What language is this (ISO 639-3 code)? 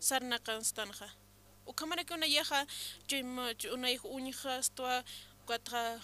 aym